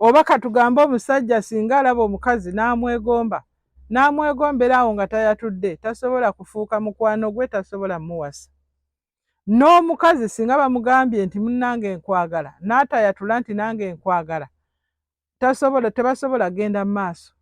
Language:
Ganda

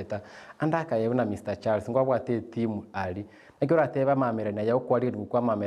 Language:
Gusii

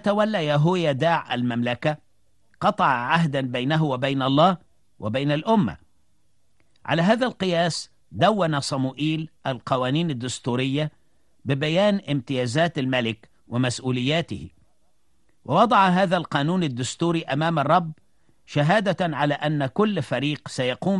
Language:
Arabic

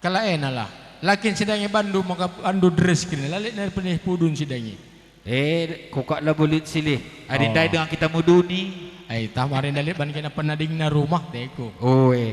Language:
Batak Karo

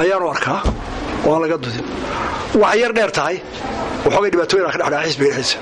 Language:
Somali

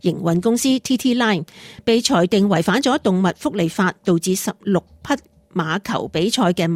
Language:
Cantonese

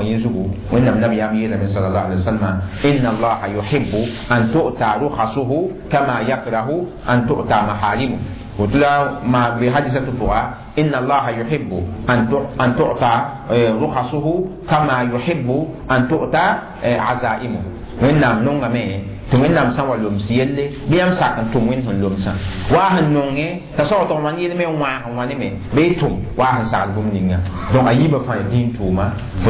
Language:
Mossi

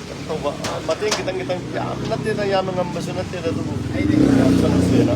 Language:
Manipuri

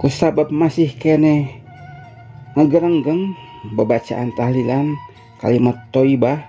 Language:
Sundanese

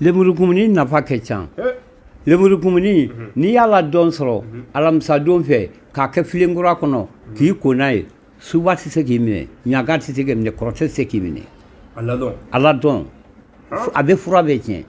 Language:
Bambara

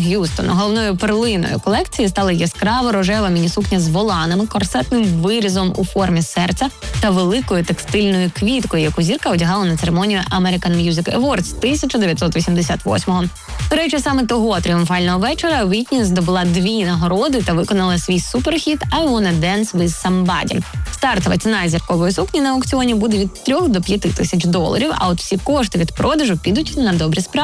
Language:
Ukrainian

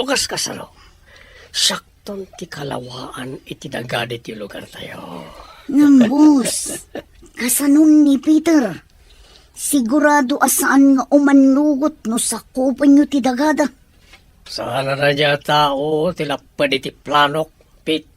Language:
Iloko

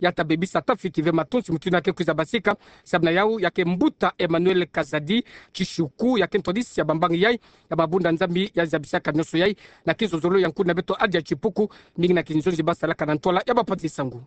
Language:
Kituba (Democratic Republic of Congo)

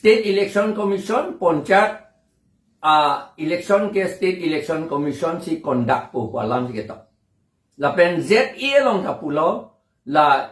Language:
Karbi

